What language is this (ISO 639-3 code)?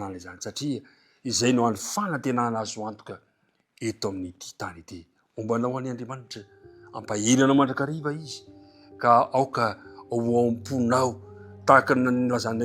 mlg